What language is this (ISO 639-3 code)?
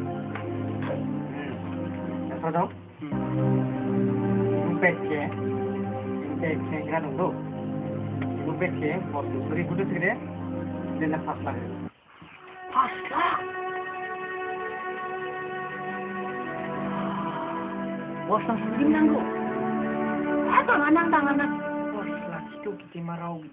msa